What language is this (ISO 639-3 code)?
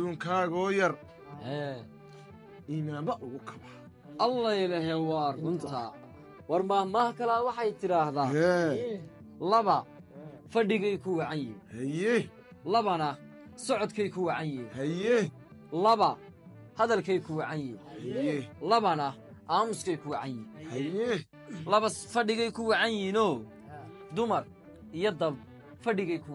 som